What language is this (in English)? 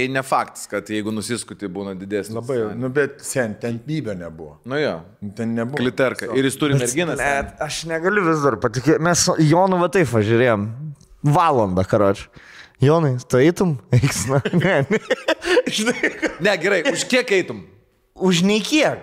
Lithuanian